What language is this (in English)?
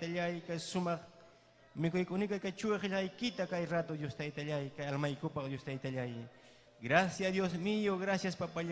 Ayacucho Quechua